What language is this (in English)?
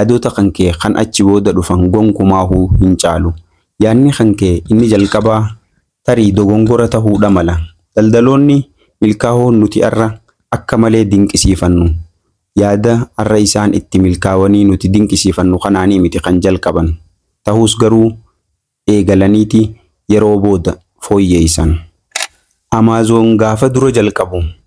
Oromo